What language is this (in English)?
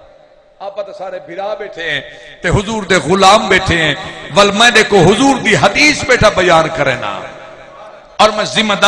Saraiki